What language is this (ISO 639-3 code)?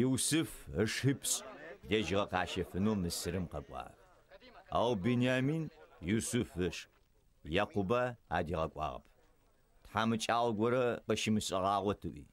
ady